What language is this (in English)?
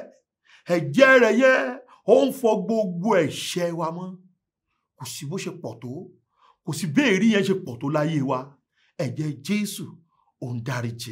Yoruba